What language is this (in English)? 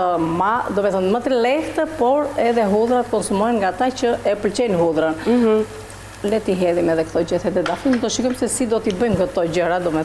Albanian